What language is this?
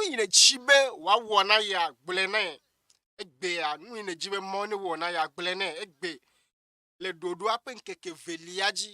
Ewe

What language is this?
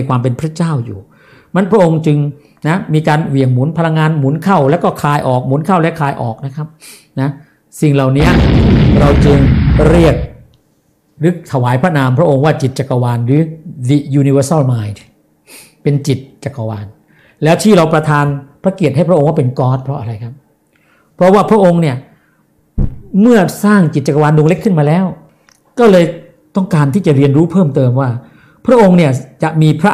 Thai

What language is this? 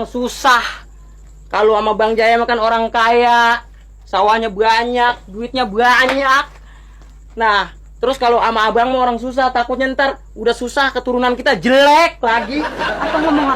Betawi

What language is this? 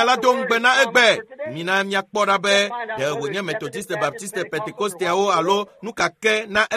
Ewe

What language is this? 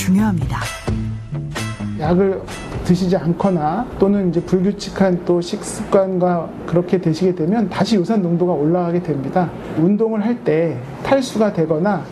Korean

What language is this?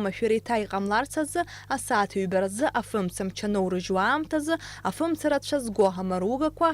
Abkhazian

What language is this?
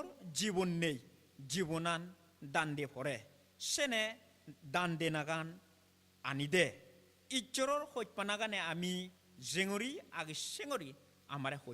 Chakma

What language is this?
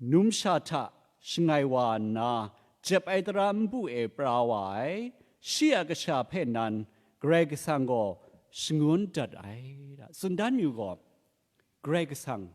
Kachin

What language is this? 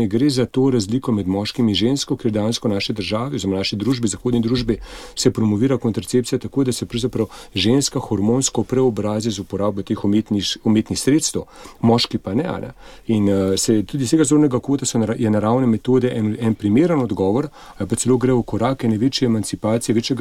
Slovenian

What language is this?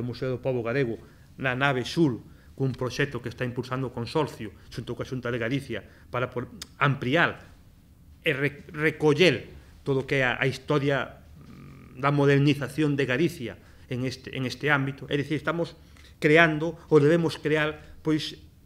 Galician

